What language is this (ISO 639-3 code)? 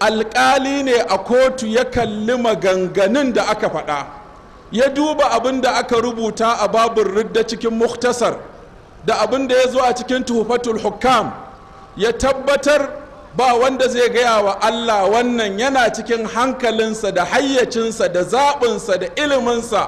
hau